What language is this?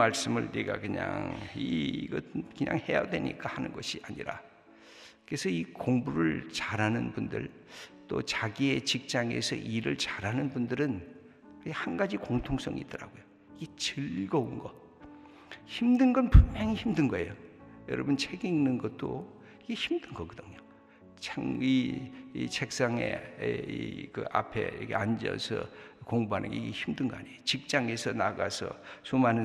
Korean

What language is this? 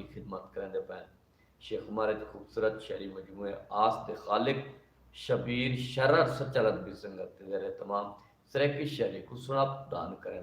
Saraiki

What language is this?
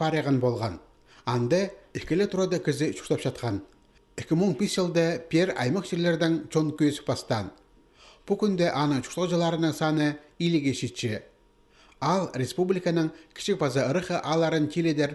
Khakas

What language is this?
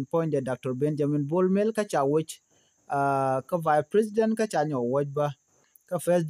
Nuer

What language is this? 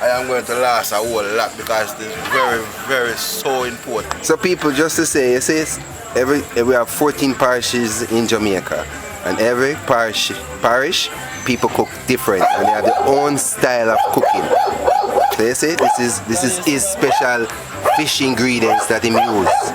Jamaican Creole English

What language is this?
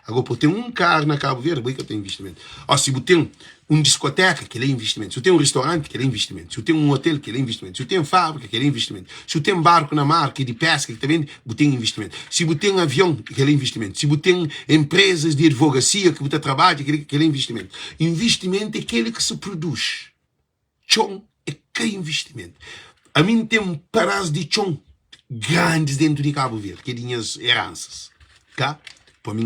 Kabuverdianu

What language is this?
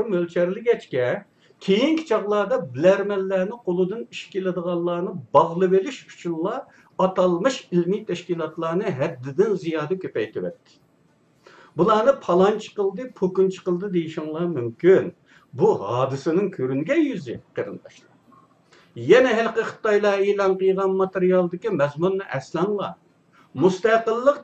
Uyghur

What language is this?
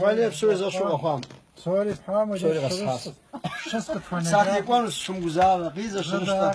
Kabardian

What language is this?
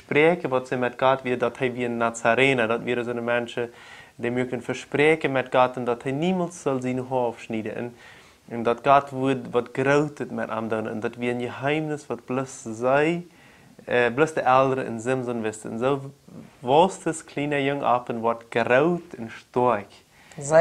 Plautdietsch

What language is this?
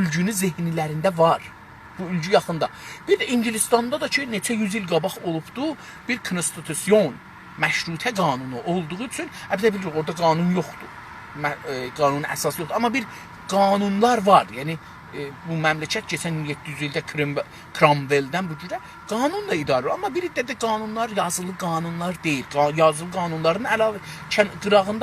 South Azerbaijani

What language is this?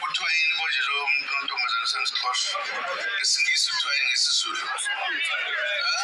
Zulu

